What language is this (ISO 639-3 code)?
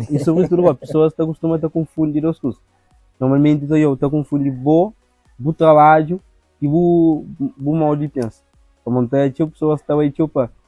kea